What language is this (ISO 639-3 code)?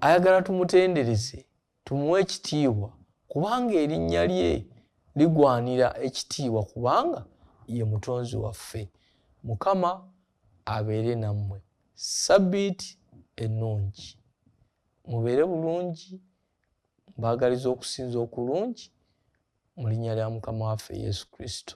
lug